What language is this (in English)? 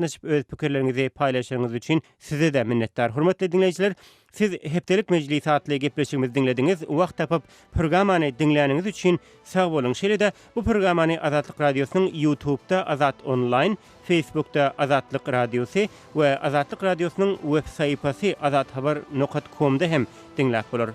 Turkmen